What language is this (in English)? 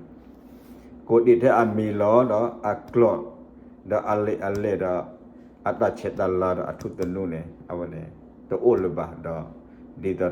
S'gaw Karen